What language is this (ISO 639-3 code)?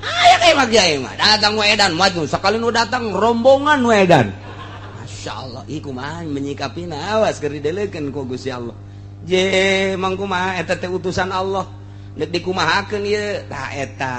sun